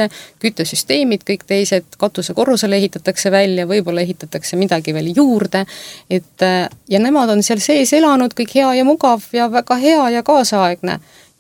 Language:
Estonian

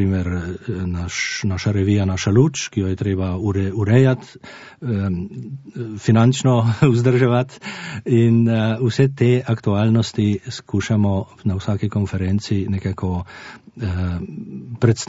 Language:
Slovenian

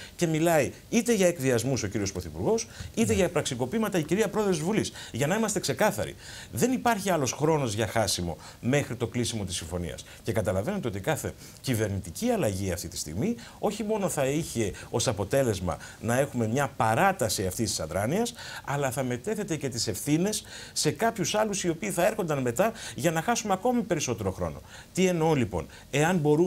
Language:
Greek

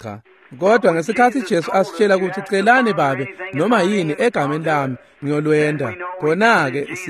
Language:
Swati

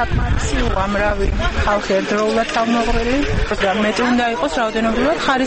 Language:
Georgian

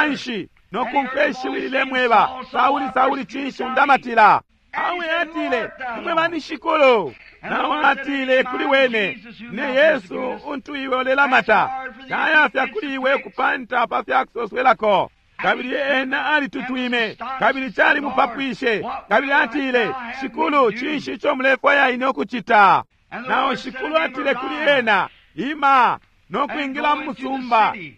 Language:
Bemba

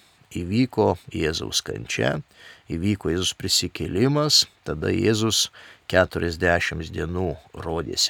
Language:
Lithuanian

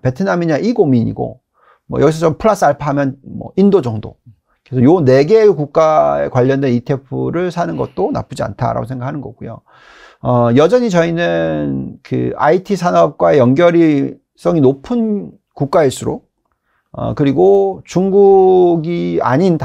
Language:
Korean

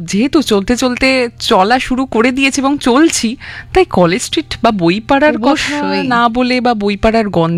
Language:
Bangla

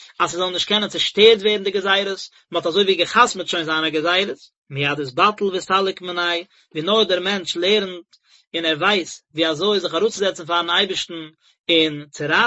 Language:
Yiddish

